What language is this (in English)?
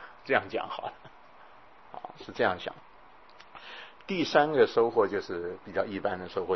Chinese